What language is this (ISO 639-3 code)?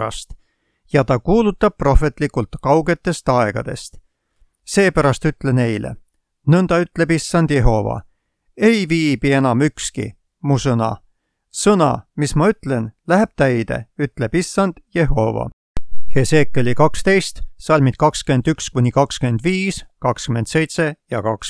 est